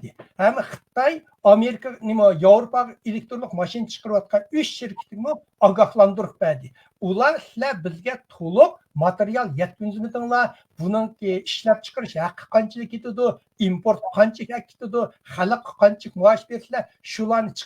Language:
Uyghur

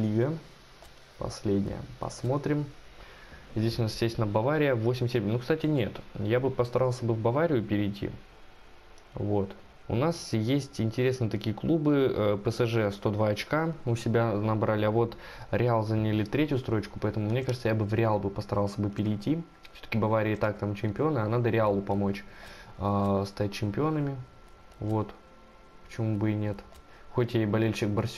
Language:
Russian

